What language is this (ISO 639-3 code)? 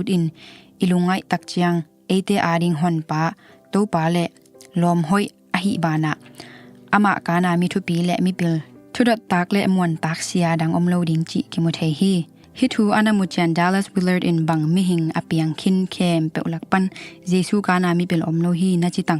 ctd